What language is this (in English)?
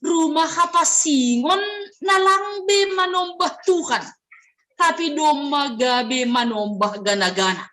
Batak Simalungun